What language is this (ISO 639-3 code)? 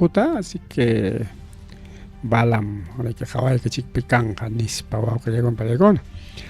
quy